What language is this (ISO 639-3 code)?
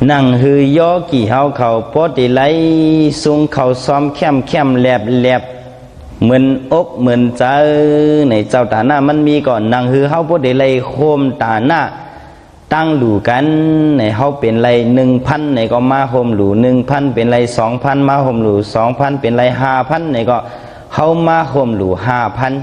shn